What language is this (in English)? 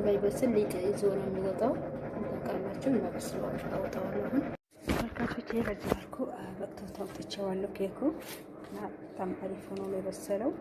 Amharic